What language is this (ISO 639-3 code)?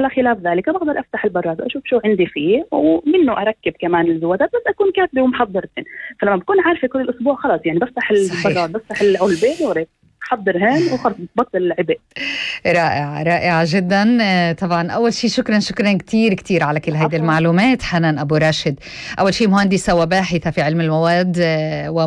apc